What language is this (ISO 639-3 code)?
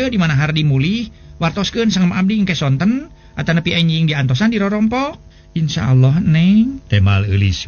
sun